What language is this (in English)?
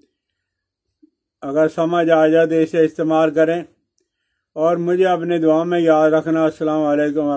Urdu